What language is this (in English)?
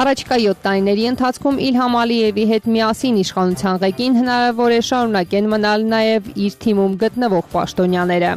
Armenian